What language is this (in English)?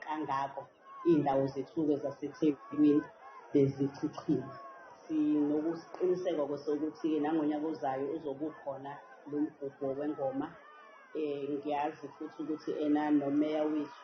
Zulu